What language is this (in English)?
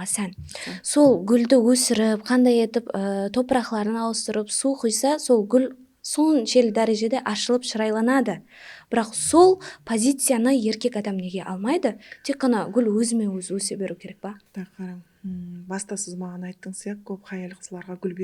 Kara-Kalpak